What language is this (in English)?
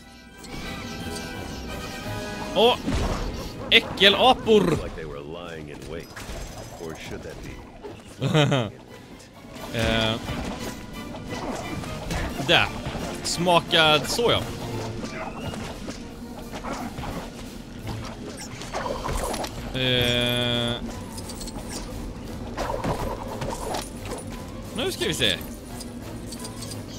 Swedish